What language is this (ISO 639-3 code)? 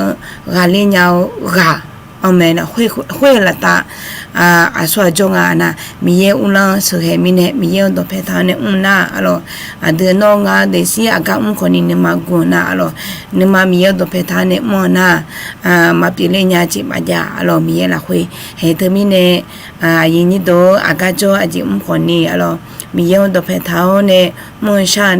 ahk